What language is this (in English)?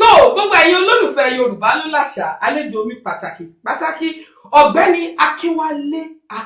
Yoruba